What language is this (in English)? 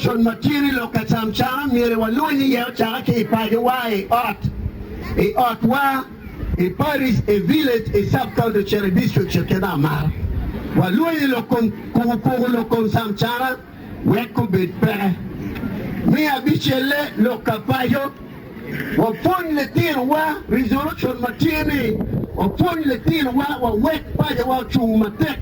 Acoli